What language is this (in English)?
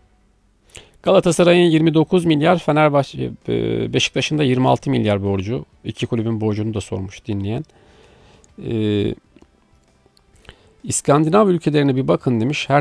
Turkish